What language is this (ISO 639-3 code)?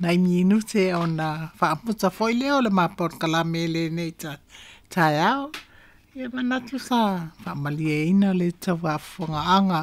smo